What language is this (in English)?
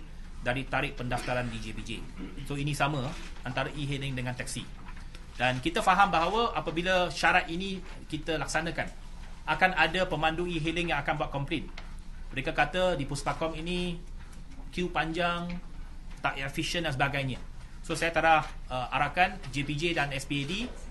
Malay